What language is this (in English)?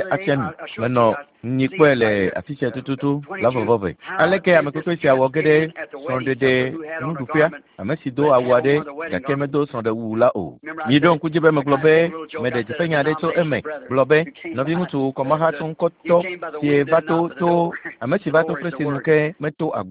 Ewe